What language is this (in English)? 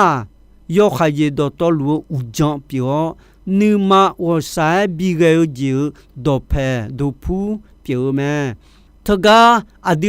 Akha